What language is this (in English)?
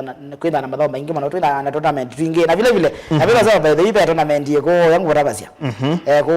Kamba